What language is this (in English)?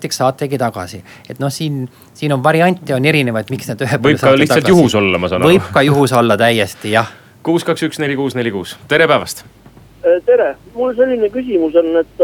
Estonian